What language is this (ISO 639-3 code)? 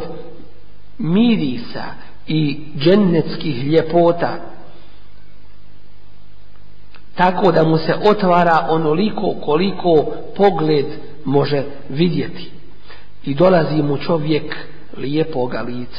bos